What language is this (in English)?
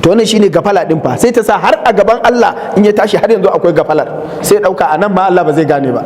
Hausa